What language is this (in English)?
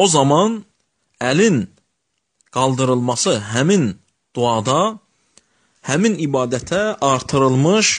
Azerbaijani